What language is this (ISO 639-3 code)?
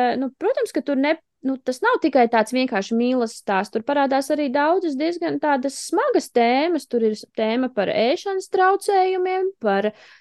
lav